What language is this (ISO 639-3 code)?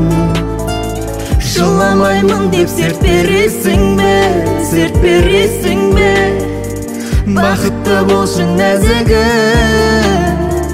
kaz